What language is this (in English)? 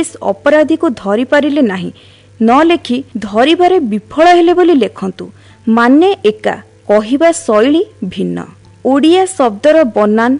Odia